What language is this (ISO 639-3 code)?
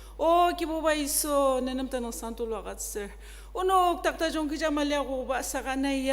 njo